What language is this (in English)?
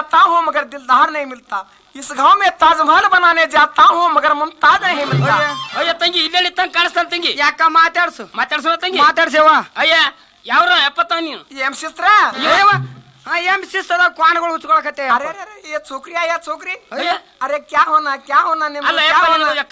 Kannada